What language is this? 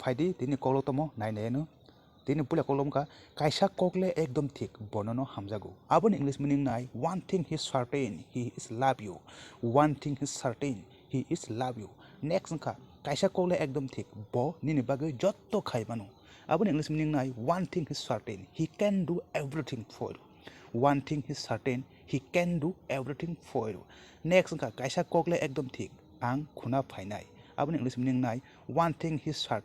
Kok Borok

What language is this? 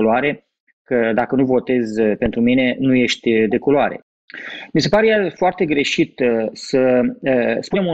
Romanian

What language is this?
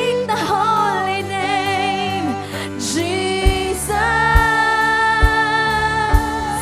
Filipino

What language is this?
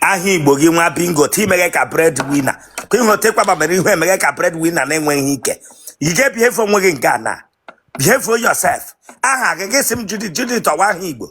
Igbo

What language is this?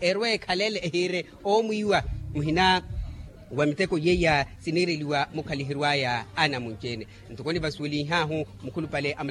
Makhuwa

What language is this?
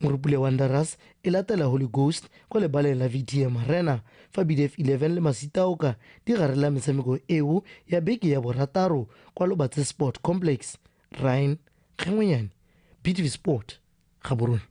Tswana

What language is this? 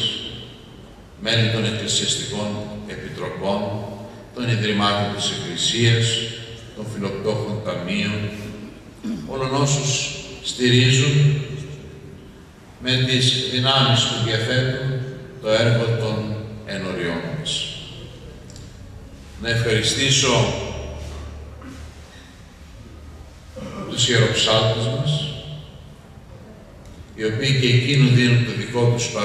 Greek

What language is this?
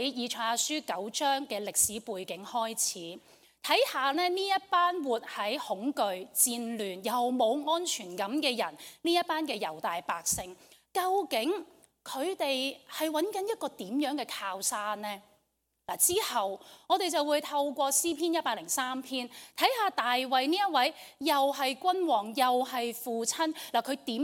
Cantonese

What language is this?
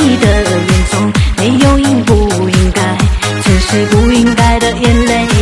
Chinese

